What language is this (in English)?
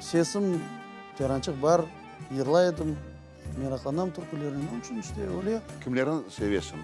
Crimean Tatar